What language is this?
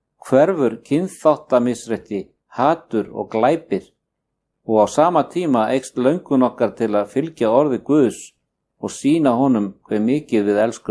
Icelandic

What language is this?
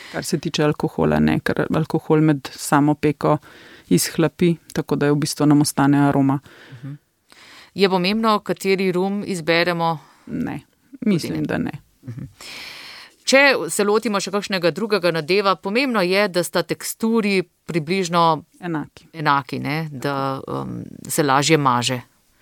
Slovenian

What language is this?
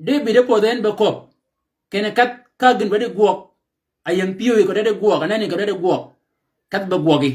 Shilluk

